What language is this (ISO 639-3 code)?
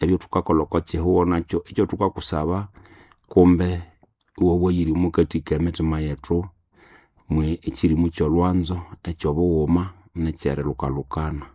nnb